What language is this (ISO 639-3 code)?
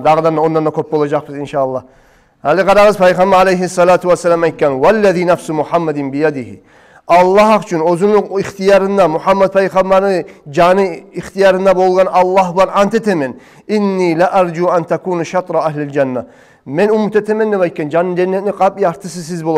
kum